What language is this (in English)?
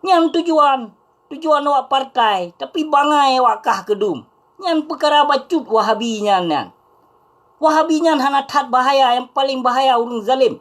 Achinese